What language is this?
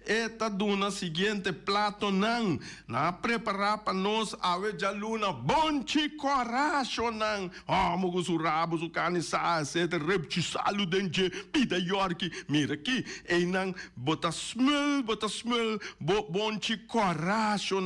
Papiamento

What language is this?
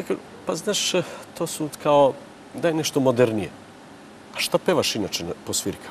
Serbian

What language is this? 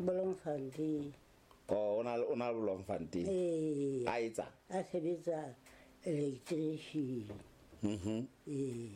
Southern Sotho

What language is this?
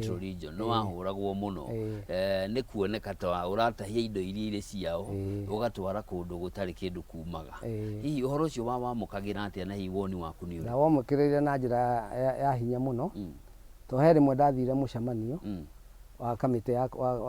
Kikuyu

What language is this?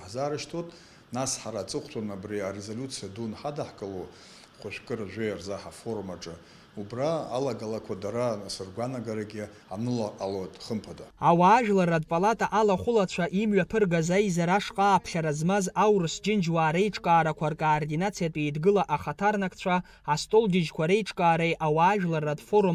Abkhazian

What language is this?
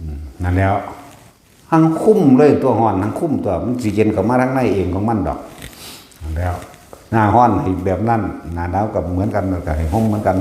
Northeastern Thai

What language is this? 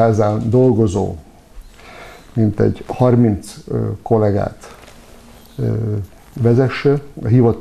Hungarian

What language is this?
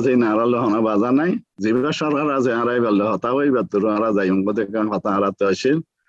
Rohingya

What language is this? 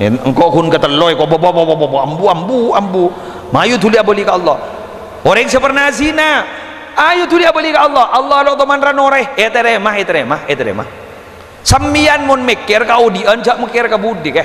Madurese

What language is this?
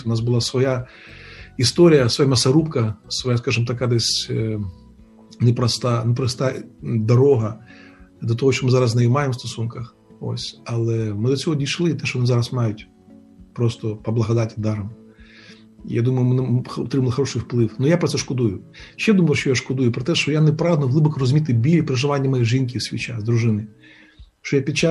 Ukrainian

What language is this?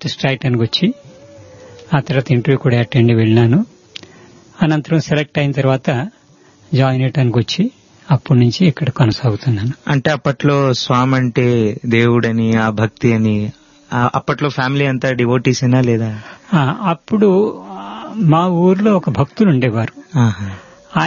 Telugu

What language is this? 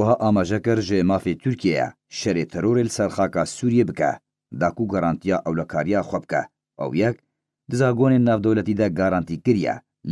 Kurdish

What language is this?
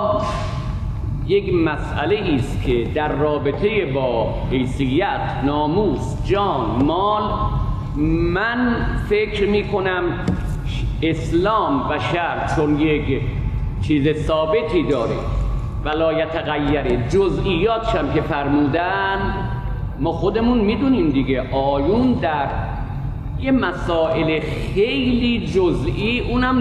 Persian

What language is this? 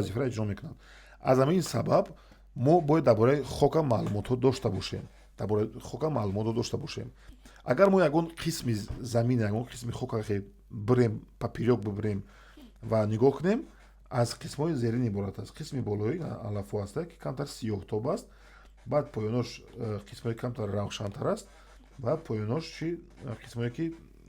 Tajik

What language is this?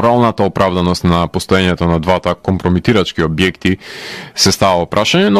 Macedonian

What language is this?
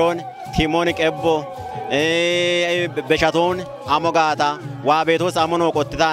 Kafa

